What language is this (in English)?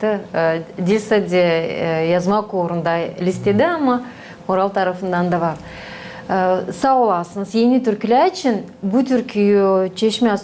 Gagauz